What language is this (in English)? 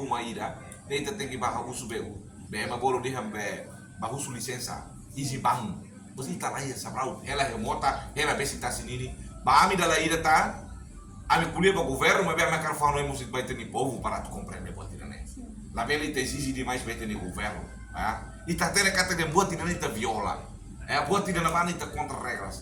Tetum